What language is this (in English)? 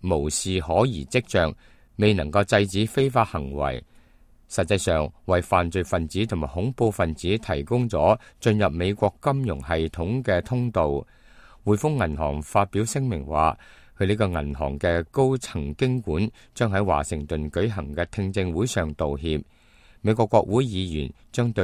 Cantonese